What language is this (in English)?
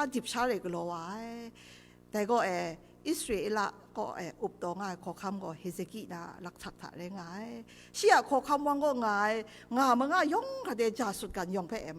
Kachin